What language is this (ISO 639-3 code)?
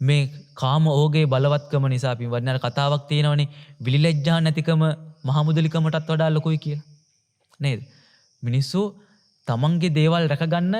sin